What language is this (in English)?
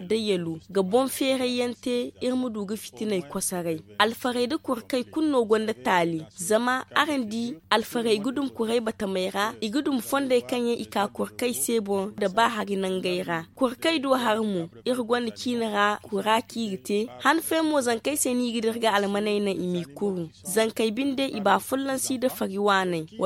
Zarma